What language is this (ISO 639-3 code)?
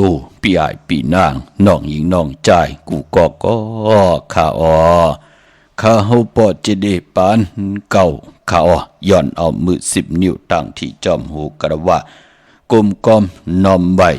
shn